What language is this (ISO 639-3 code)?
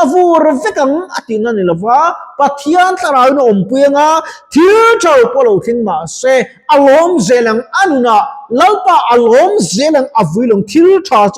lus